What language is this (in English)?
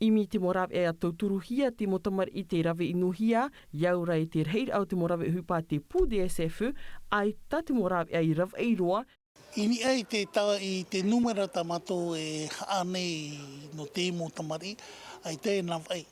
Tahitian